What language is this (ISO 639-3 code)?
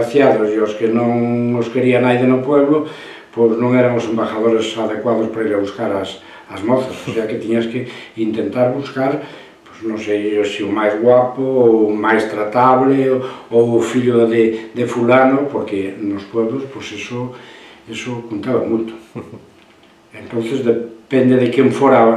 glg